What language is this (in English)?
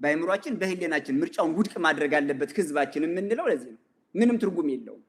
Amharic